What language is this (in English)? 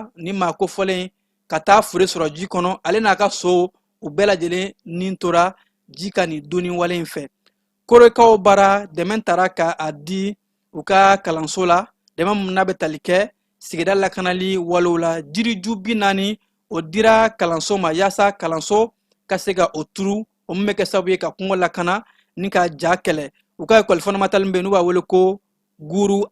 Bambara